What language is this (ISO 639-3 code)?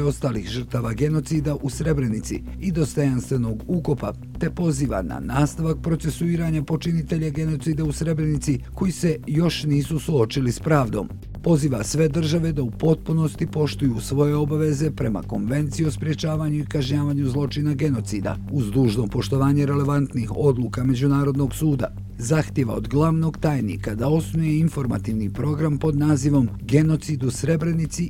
bos